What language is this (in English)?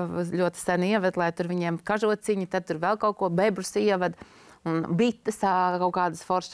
Latvian